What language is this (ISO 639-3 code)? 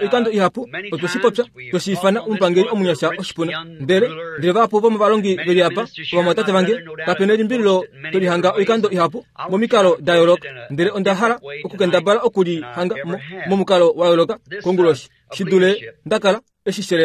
kua